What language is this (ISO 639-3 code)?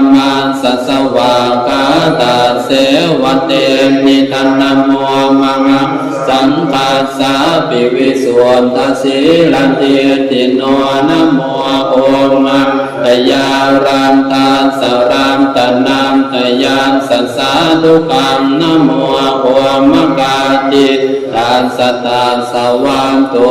pli